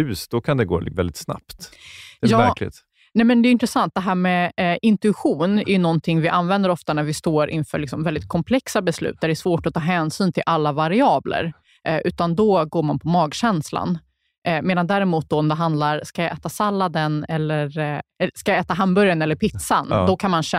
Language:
Swedish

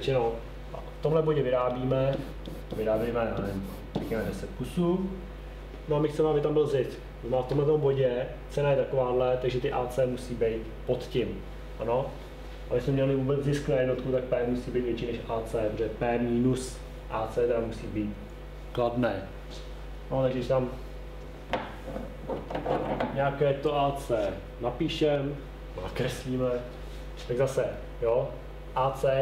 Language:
Czech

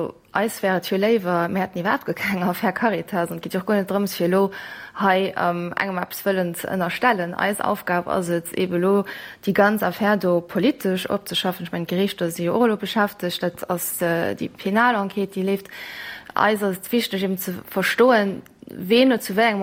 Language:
Luxembourgish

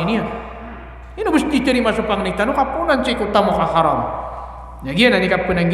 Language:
Maranao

